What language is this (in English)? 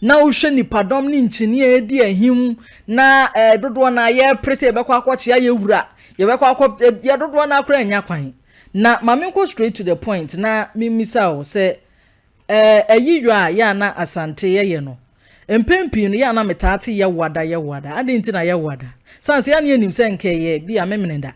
Akan